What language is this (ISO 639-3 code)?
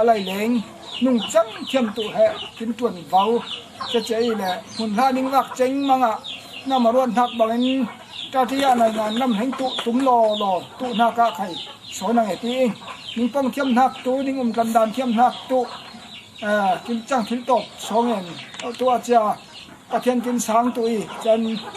cfm